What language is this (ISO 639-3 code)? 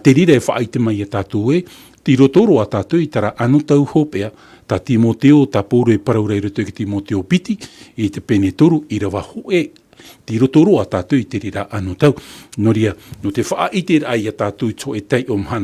tah